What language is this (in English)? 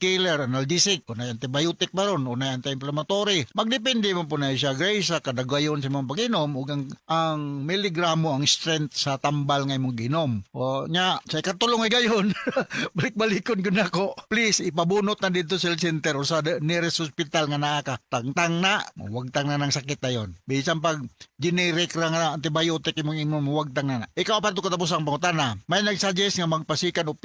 Cebuano